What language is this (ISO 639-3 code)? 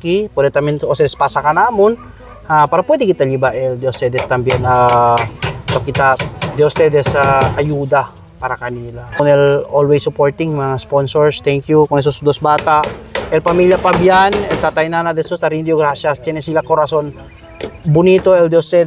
cbk